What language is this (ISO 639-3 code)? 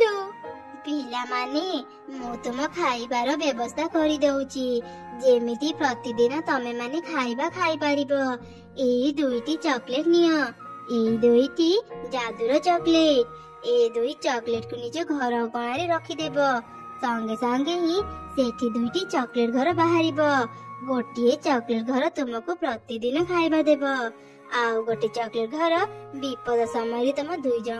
ori